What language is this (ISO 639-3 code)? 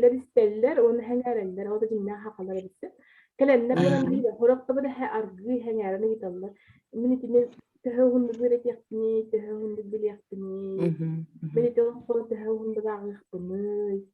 sah